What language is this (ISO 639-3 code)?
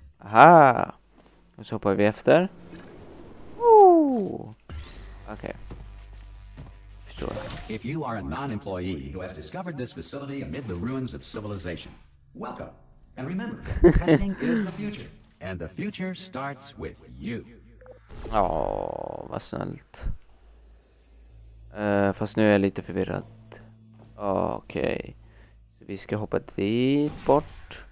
swe